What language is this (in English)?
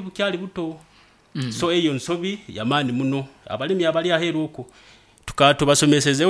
Nyoro